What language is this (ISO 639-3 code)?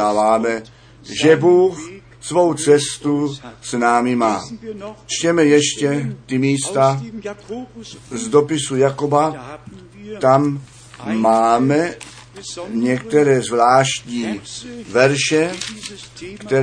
ces